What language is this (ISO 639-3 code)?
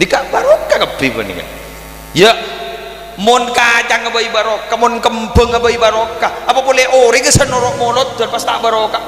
mad